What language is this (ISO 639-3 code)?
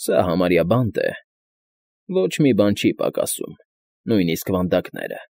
hye